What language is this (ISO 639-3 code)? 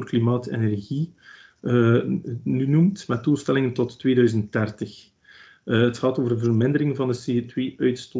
nld